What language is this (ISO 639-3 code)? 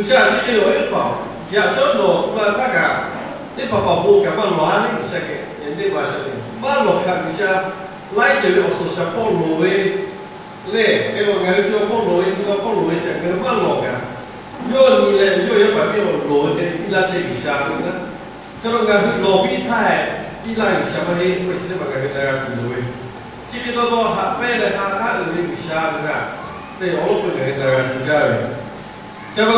lhu